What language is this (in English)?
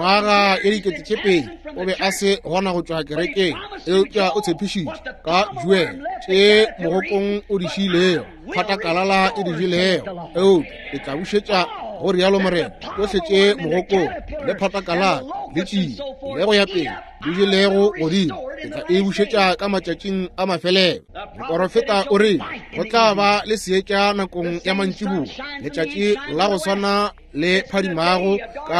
Northern Sotho